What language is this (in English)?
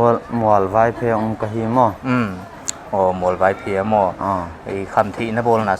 Paite Chin